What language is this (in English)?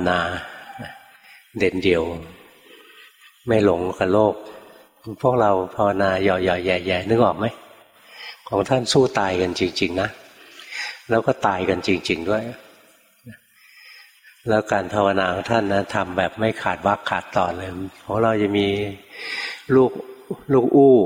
Thai